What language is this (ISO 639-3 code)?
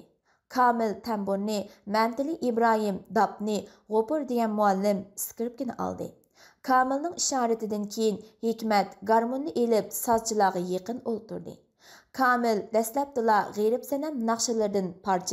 uig